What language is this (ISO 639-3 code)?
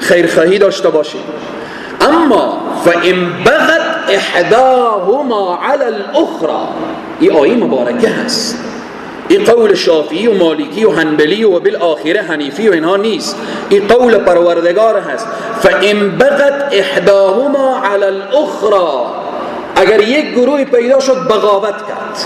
fas